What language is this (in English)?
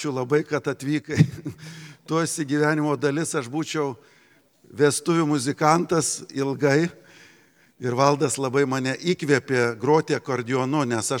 Lithuanian